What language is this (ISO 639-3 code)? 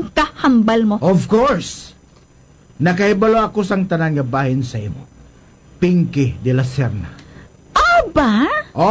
hil